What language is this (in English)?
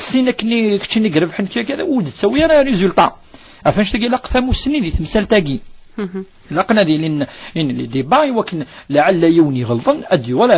Kabyle